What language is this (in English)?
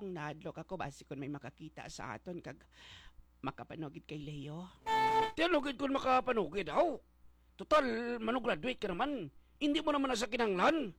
Hiligaynon